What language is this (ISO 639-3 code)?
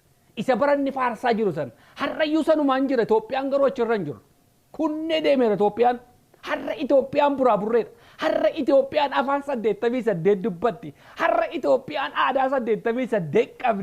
orm